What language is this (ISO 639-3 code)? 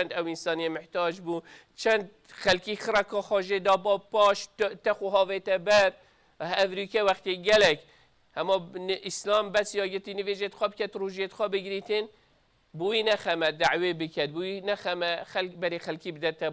kur